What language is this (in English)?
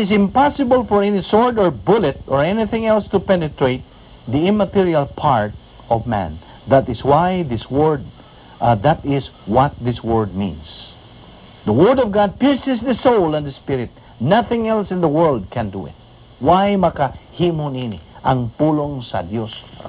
Cebuano